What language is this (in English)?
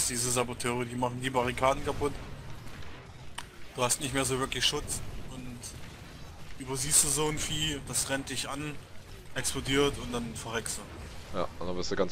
German